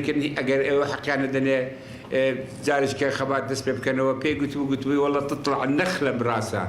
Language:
Central Kurdish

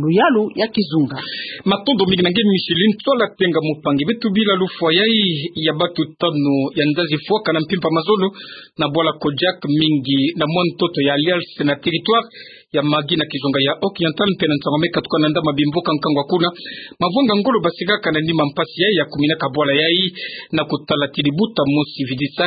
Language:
Kituba (Democratic Republic of Congo)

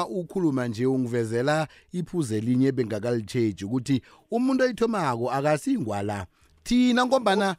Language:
South Ndebele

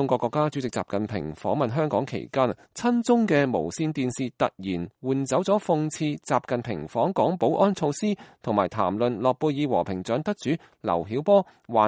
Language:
Cantonese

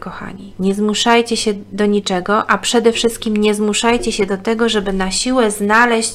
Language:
Polish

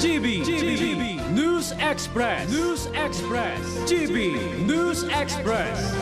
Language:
Bikol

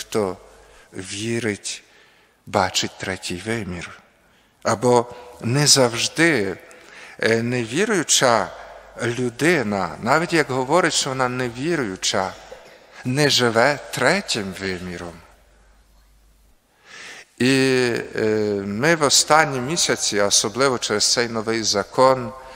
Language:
Ukrainian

